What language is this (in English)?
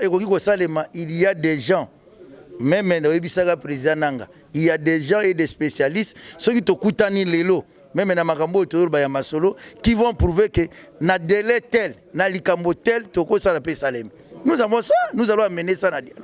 Lingala